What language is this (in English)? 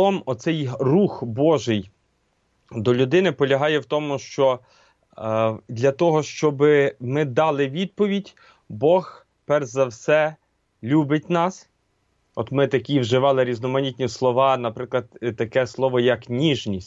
Ukrainian